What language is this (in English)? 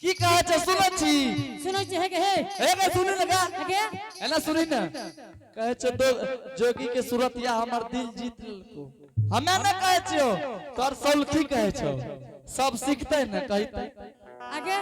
Angika